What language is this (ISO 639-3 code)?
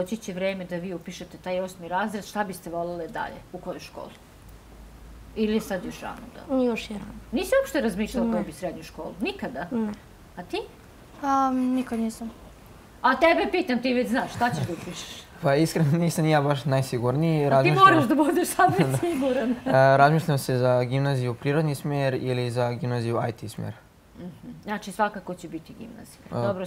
srp